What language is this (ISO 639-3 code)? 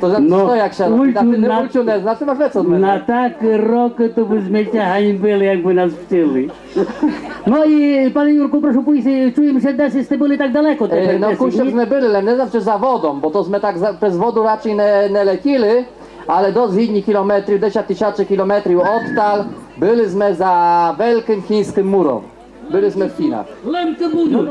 rue